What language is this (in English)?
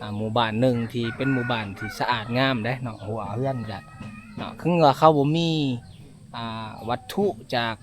Lao